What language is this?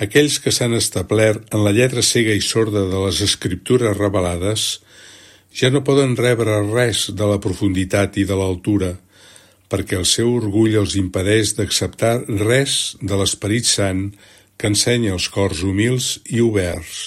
Catalan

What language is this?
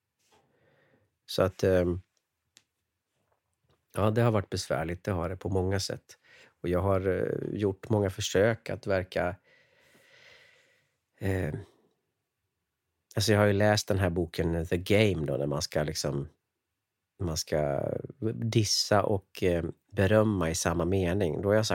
Swedish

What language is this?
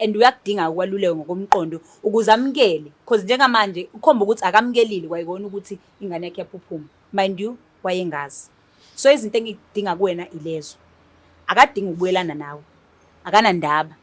Zulu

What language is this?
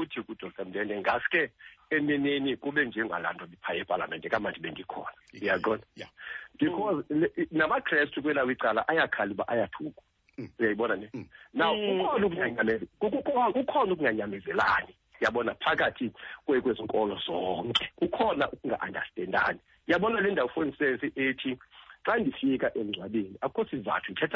Xhosa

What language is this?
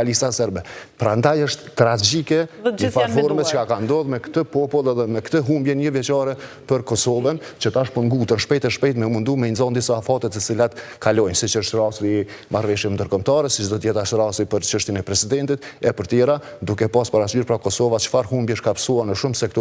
Albanian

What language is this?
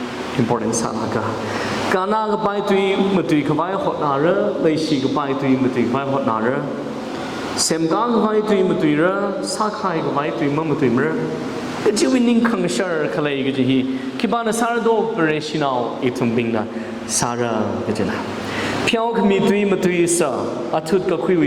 Tangkhul Naga (India)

